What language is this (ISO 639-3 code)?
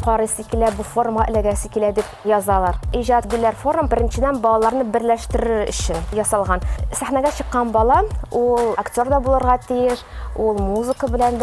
tat